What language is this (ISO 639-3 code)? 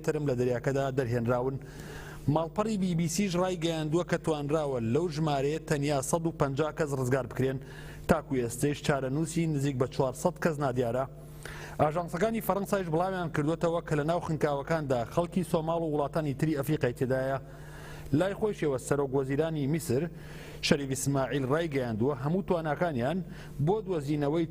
ckb